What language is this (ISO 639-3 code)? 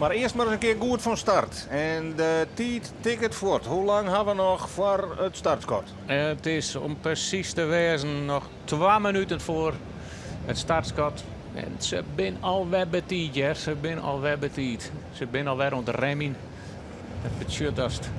fry